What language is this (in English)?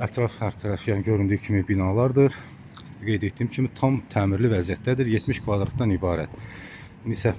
Azerbaijani